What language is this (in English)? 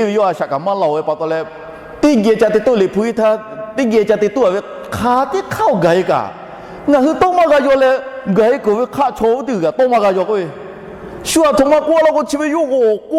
Lahu